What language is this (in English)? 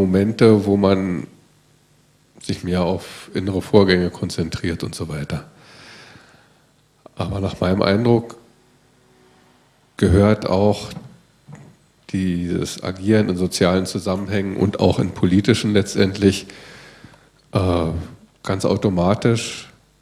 German